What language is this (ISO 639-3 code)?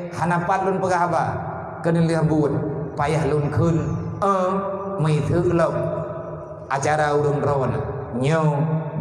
ace